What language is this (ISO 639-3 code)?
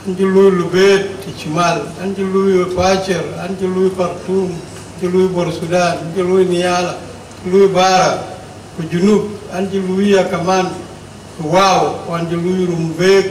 din